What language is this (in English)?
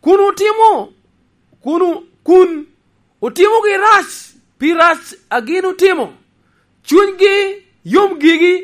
Lango (Uganda)